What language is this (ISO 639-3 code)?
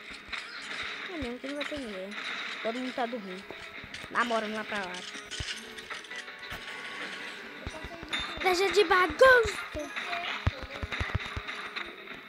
por